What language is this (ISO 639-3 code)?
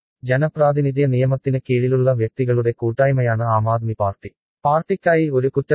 mal